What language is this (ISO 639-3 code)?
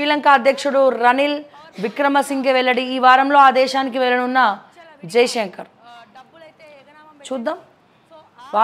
tel